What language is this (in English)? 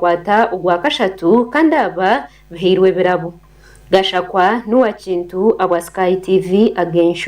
Nyankole